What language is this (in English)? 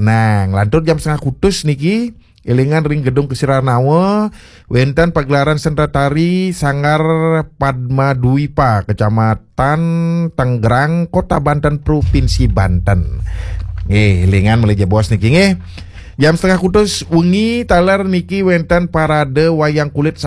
Balinese